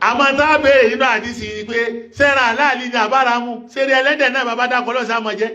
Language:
Yoruba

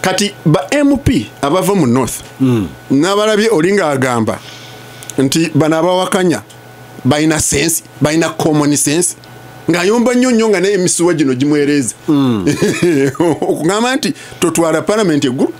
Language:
Ganda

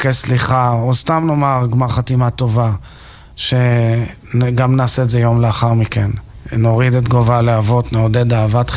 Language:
Hebrew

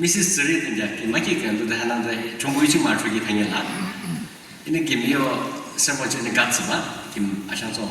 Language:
Yimchungru Naga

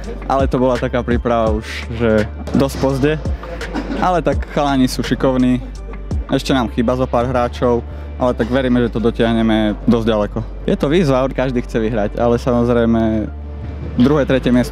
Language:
Slovak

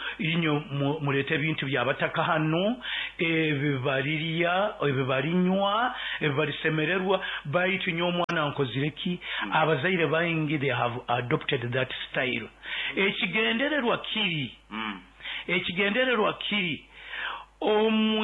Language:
Nyoro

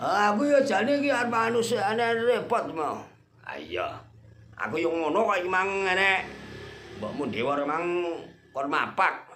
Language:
Javanese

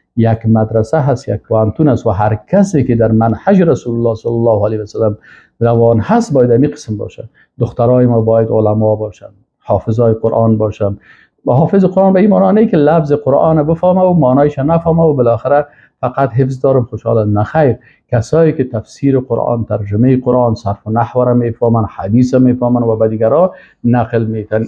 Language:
Persian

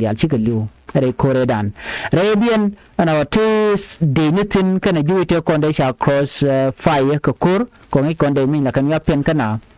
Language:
Nuer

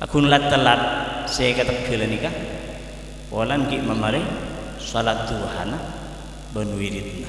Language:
Madurese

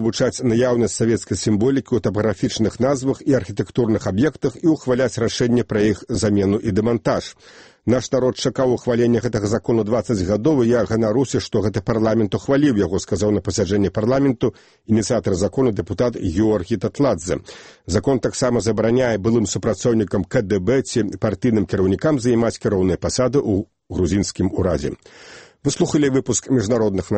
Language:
Belarusian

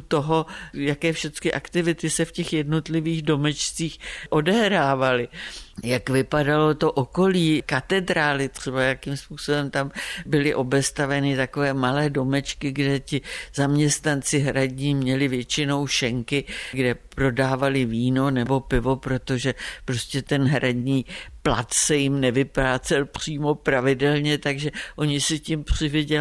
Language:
Czech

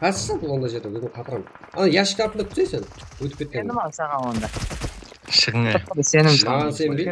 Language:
Kara-Kalpak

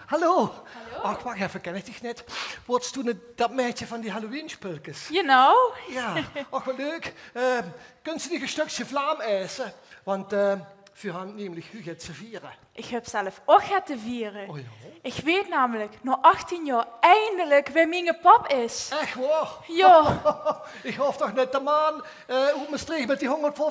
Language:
Limburgish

